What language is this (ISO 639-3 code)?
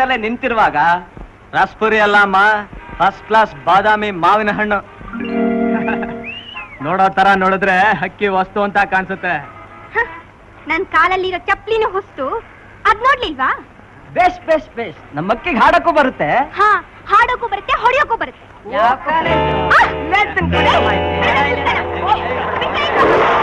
kan